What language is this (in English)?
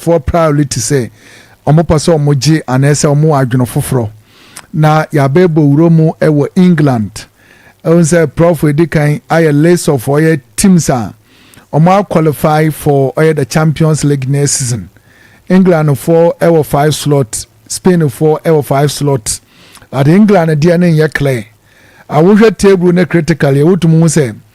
Akan